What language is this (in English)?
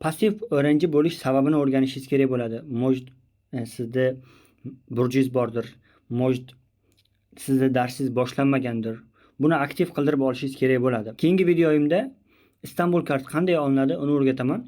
Uzbek